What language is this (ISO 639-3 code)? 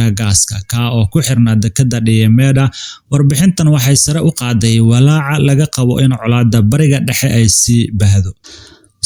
som